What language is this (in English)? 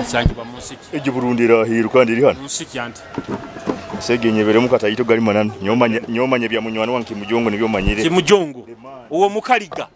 Nyoro